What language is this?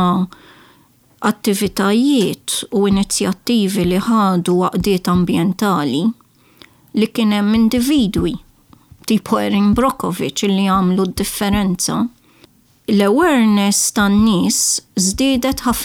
Maltese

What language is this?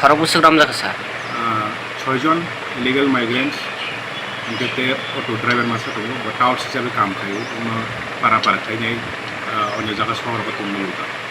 Kok Borok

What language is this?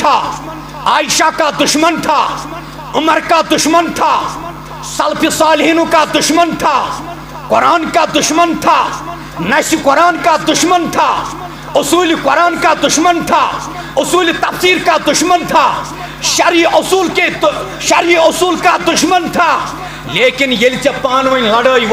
Kashmiri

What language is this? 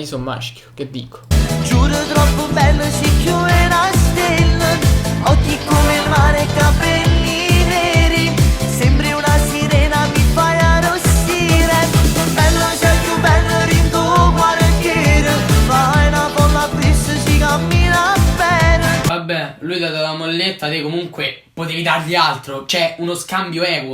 Neapolitan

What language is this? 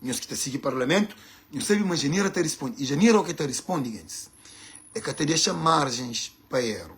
Kabuverdianu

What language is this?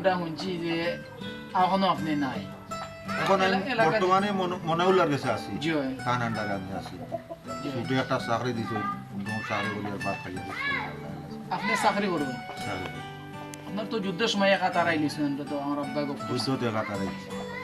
Sylheti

